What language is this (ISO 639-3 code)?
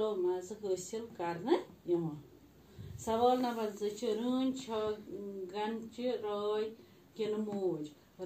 kas